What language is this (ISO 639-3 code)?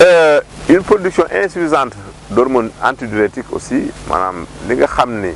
wol